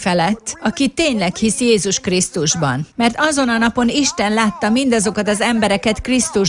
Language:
Hungarian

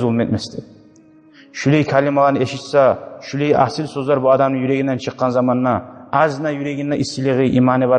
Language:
Kumyk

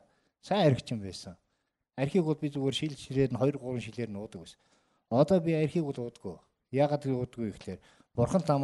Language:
Mongolian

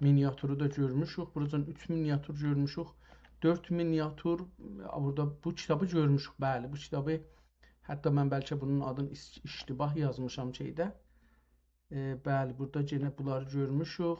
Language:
South Azerbaijani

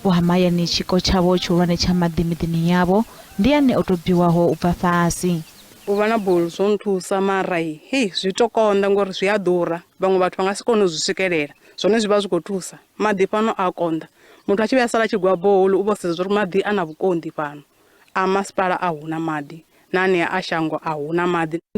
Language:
Venda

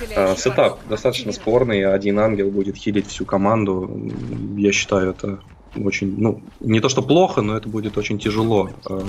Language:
Russian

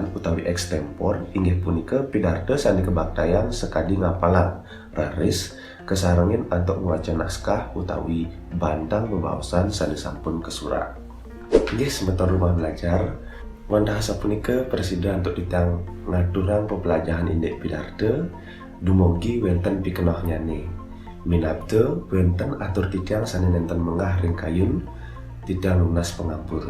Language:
Balinese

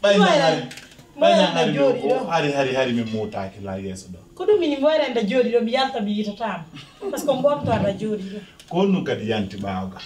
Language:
Pular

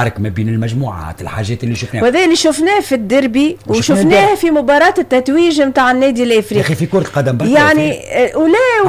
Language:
Tunisian Arabic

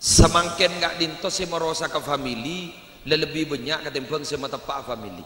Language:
Madurese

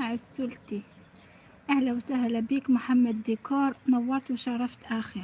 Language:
Algerian Arabic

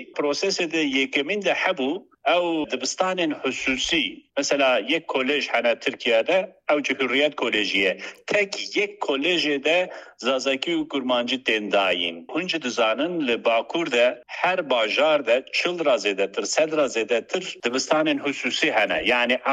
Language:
Kurdish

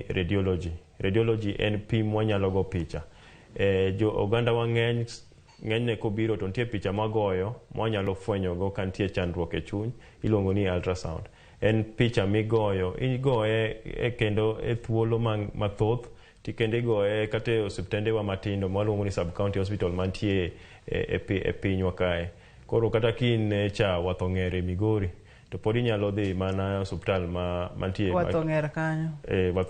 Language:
Luo (Kenya and Tanzania)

